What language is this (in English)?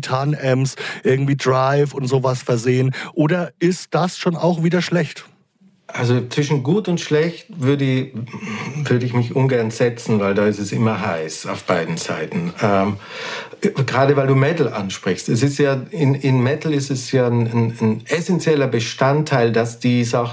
German